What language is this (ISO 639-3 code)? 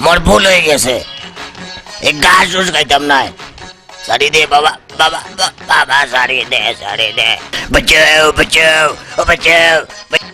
syl